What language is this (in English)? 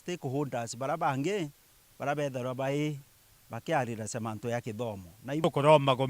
Meru